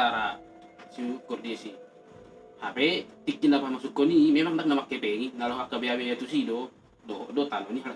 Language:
Batak Toba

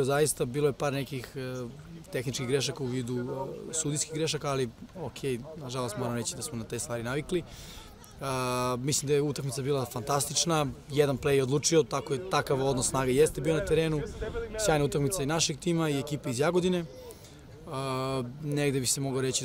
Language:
Serbian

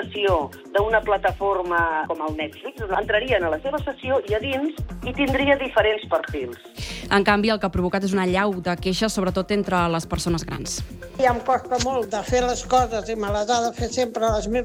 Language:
Catalan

